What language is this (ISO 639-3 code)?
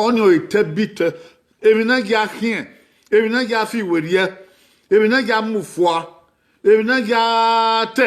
bin